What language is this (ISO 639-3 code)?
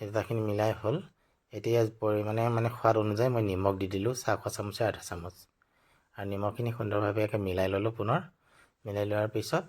asm